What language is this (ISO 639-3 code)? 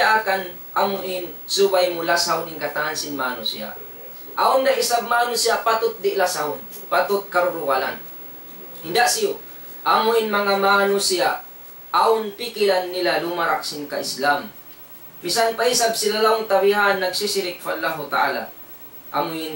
tsg